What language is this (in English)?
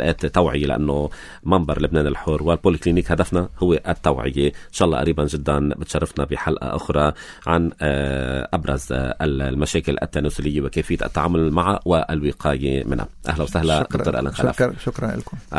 North Levantine Arabic